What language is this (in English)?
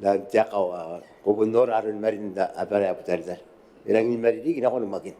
Gilbertese